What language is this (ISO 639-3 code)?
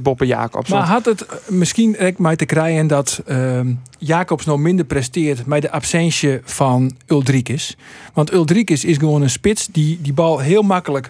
fry